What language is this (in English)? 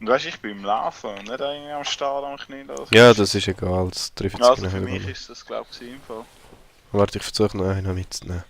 Swiss German